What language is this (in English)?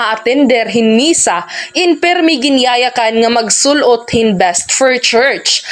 Waray